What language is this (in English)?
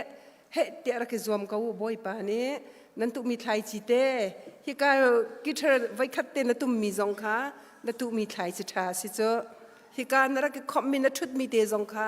Hakha Chin